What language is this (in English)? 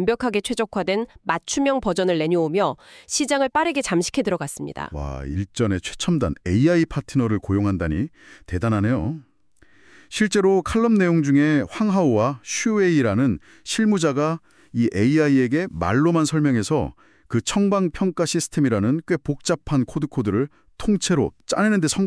Korean